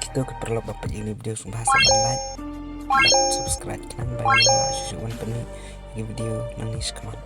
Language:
Khasi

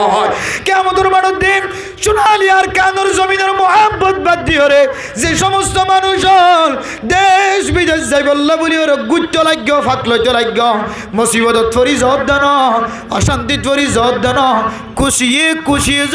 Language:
Rohingya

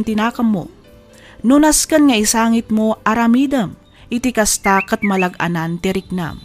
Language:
Iloko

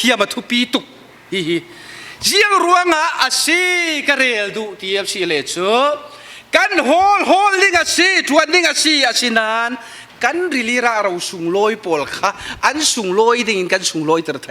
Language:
Falam Chin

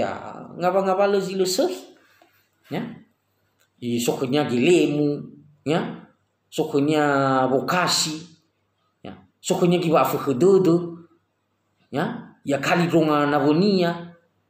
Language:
Nias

